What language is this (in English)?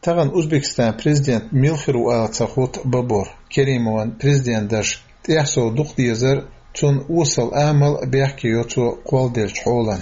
Chechen